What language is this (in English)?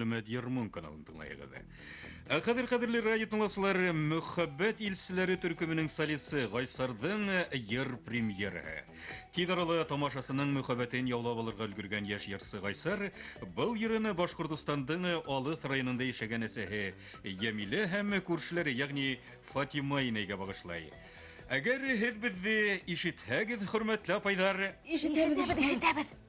Bashkir